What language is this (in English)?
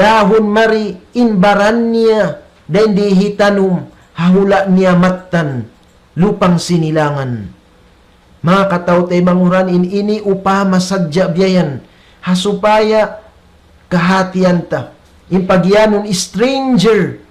Tausug